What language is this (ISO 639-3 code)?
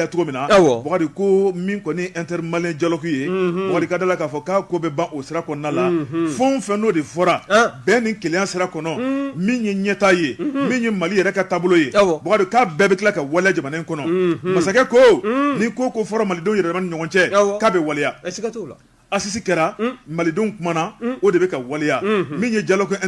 bam